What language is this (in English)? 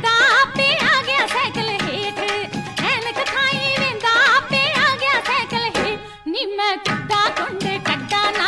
Punjabi